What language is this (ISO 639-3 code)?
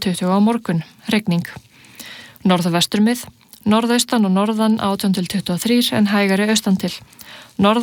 isl